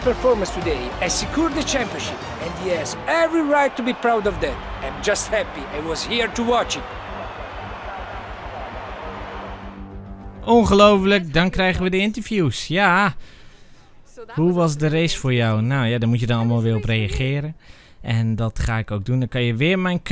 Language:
Dutch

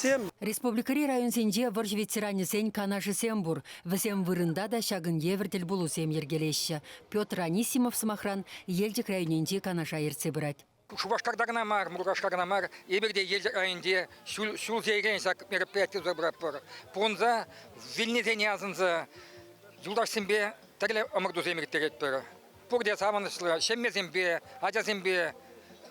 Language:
Chuvash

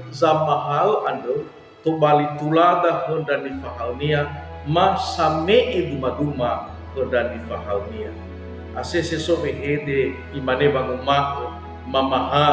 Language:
Nias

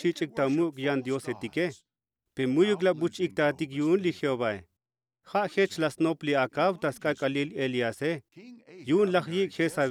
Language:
Tzotzil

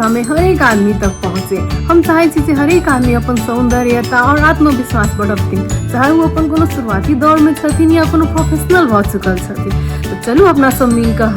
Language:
Maithili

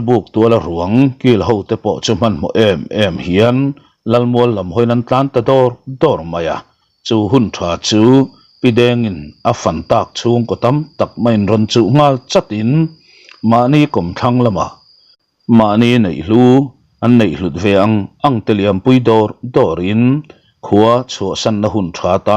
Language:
Mizo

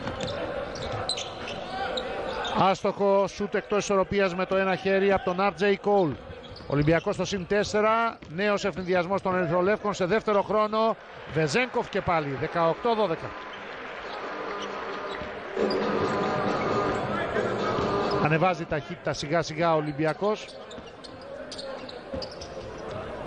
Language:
Greek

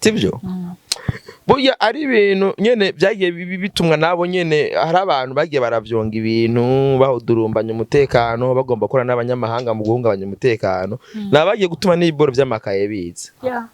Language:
Rundi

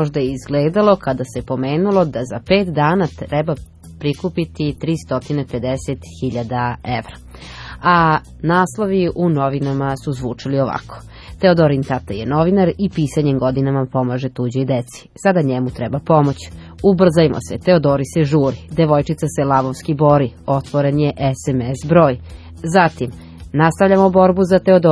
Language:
Serbian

